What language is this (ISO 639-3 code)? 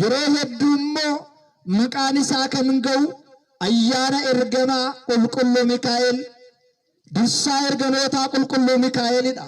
orm